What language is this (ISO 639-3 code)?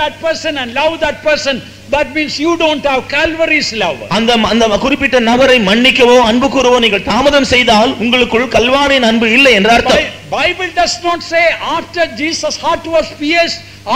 tam